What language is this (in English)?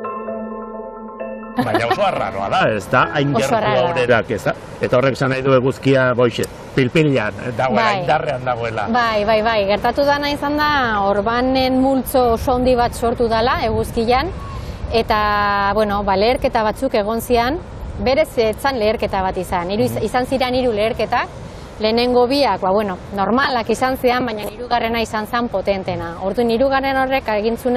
Basque